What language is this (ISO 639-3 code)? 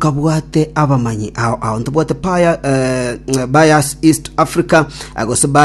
guz